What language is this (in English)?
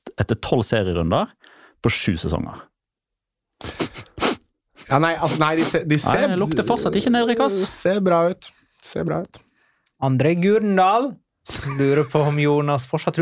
Norwegian